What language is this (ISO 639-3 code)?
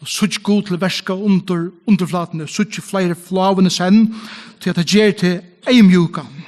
fao